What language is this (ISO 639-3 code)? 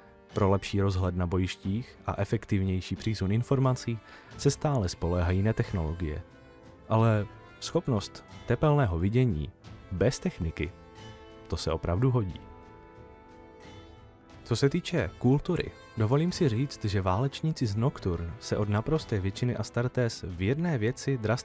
ces